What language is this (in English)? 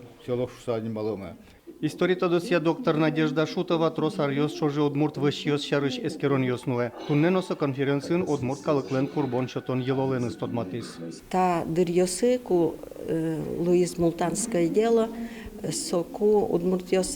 Udmurt